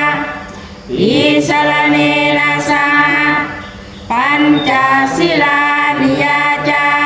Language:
Pali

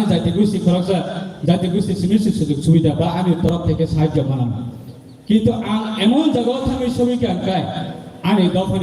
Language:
Kok Borok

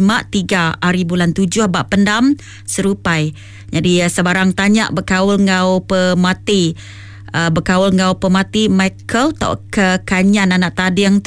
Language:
Iban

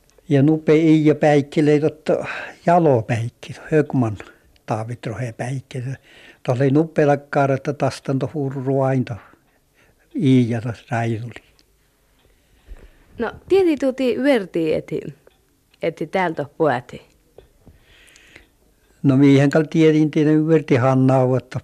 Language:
Finnish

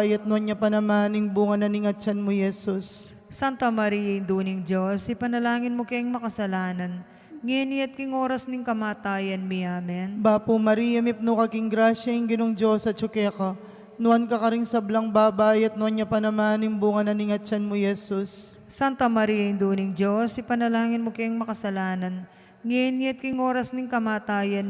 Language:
Pampanga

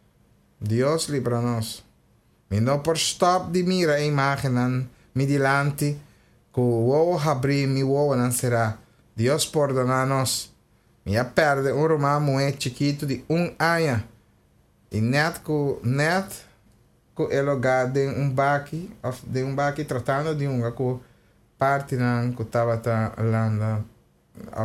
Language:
Papiamento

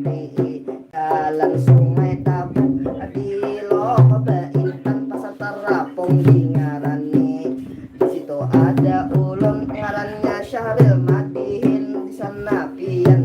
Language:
Banjar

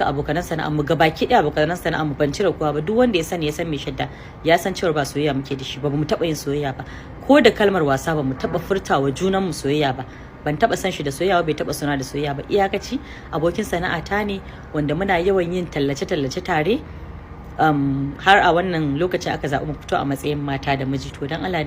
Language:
Hausa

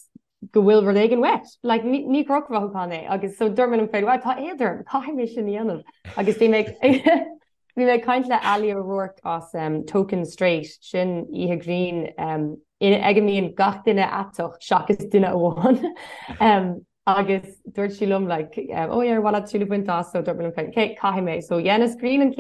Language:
Irish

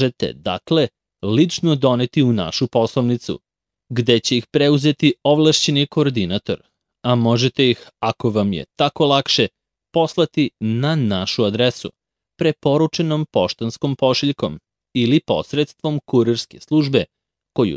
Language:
Serbian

